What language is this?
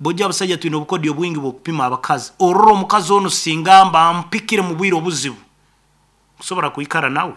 Nyoro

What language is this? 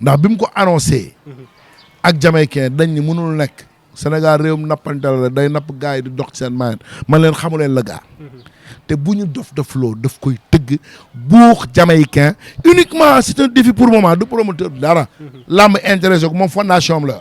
Wolof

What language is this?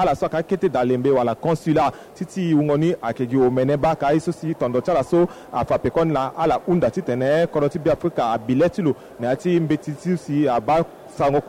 Sango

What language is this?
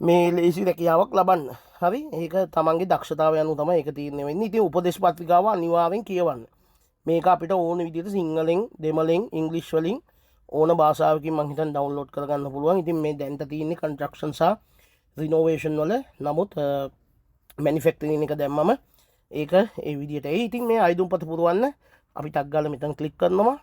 Sinhala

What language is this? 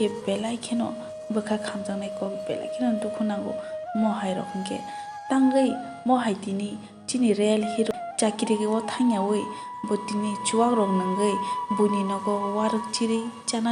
Kok Borok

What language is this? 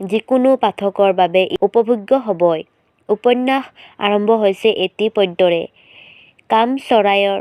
Assamese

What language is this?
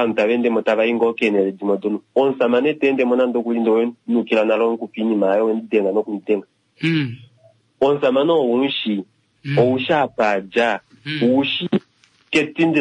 Kuanyama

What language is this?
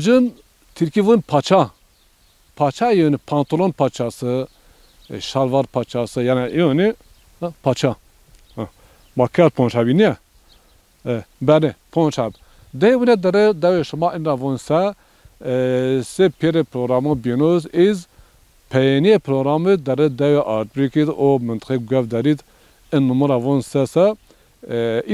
Zaza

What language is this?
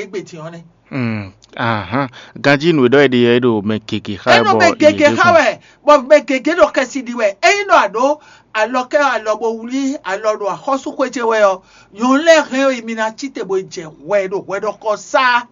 Fon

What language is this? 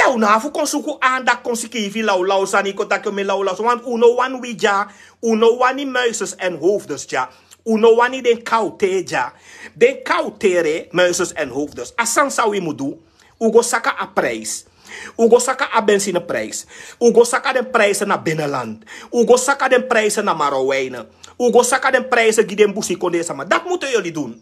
Sranan Tongo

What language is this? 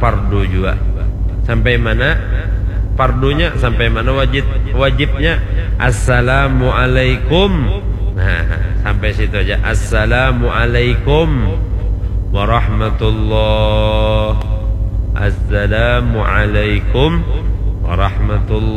Banjar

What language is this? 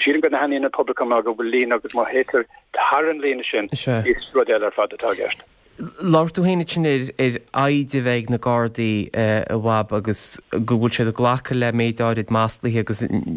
Irish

